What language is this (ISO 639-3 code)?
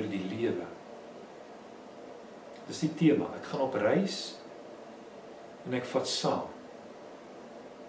afr